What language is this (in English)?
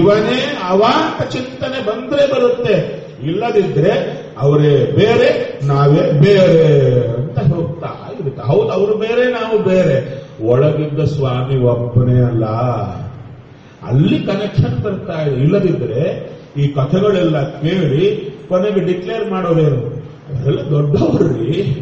Kannada